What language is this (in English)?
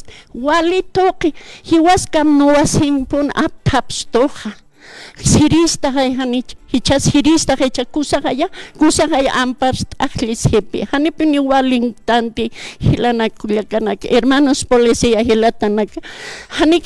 Aymara